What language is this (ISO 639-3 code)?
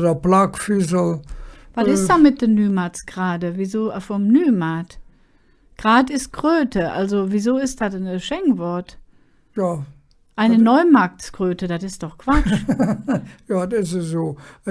ksh